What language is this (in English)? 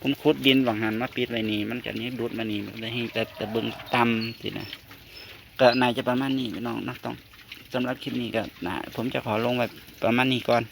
Northeastern Thai